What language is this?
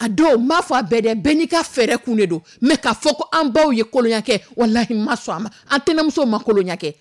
Dyula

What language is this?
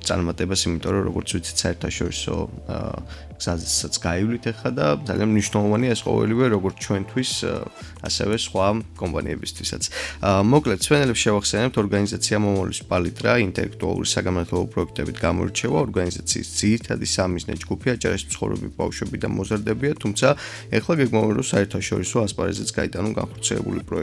Georgian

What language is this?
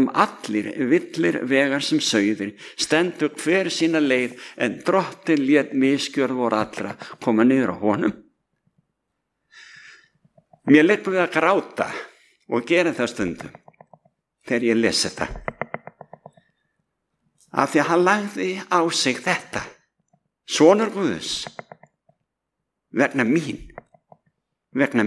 Icelandic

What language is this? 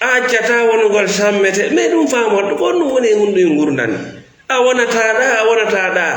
Fula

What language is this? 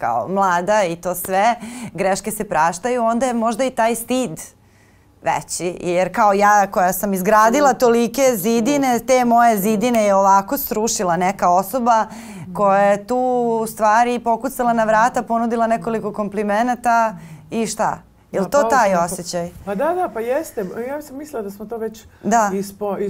Serbian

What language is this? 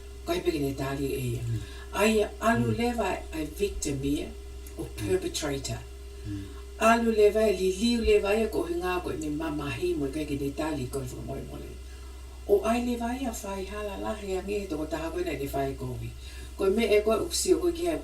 Tongan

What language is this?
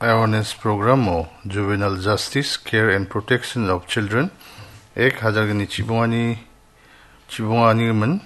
Garo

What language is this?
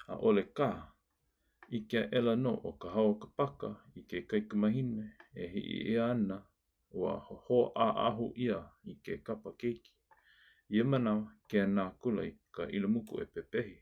Hawaiian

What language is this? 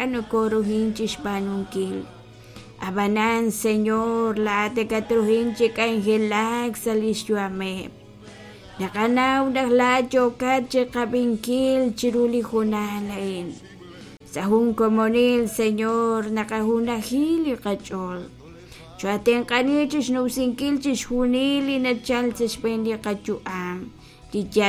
Kekchí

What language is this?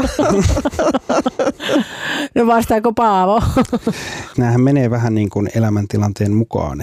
Finnish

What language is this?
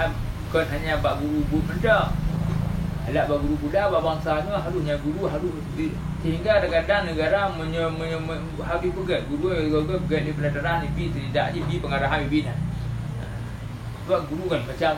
Achinese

